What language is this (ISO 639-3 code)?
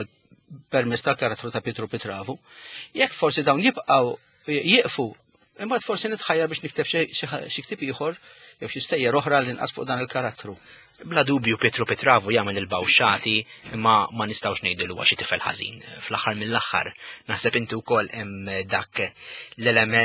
mlt